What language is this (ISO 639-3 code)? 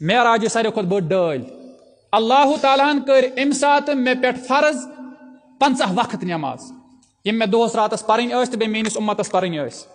kas